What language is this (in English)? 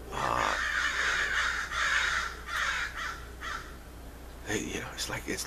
English